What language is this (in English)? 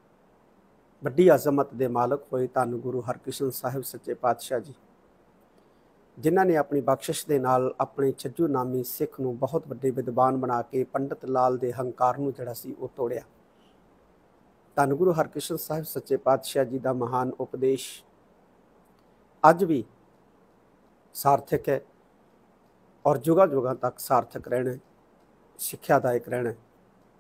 Punjabi